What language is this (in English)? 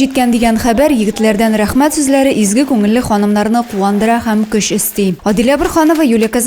Tatar